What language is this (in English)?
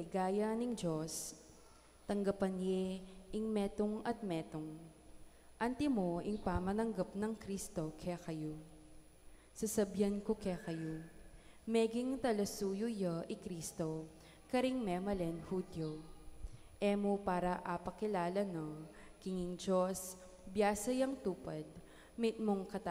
Pampanga